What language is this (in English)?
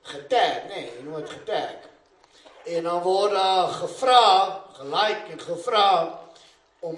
Afrikaans